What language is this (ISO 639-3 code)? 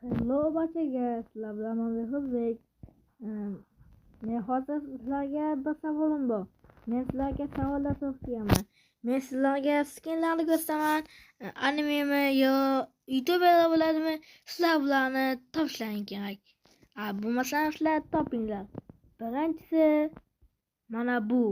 uzb